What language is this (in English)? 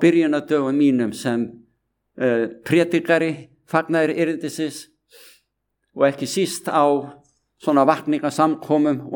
Icelandic